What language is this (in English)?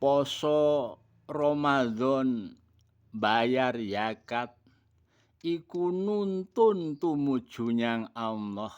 Javanese